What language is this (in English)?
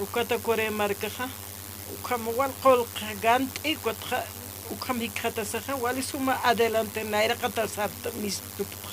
Aymara